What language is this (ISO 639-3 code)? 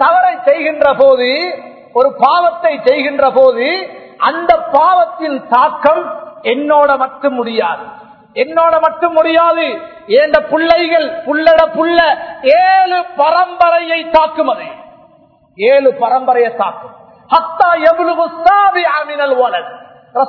tam